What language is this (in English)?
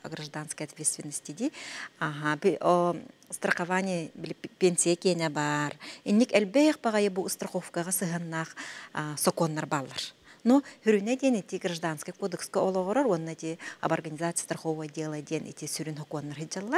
Yakut